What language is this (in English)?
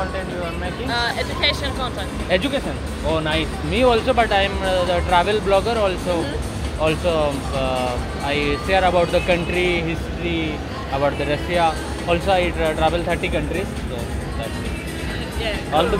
Santali